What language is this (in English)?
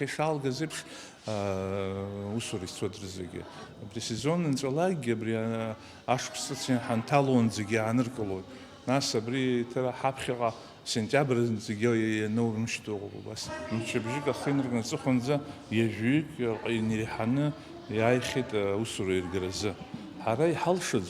Abkhazian